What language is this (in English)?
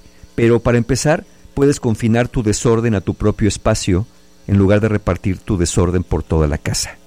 Spanish